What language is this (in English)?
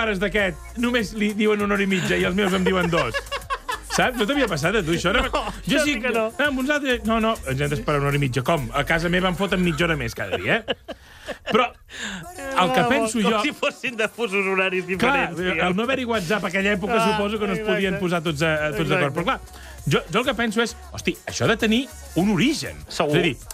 Catalan